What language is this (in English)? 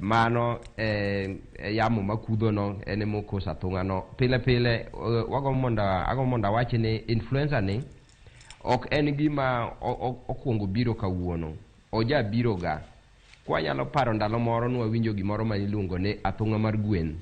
Luo (Kenya and Tanzania)